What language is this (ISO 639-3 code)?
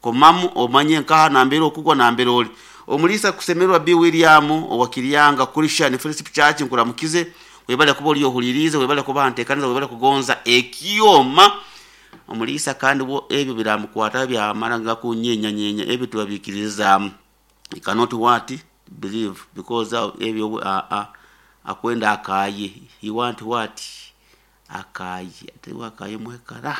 nyo